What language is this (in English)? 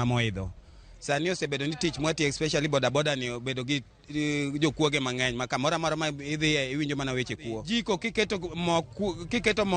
Luo (Kenya and Tanzania)